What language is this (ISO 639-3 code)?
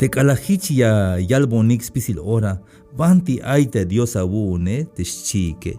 tzh